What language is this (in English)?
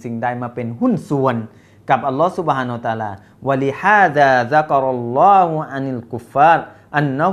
Thai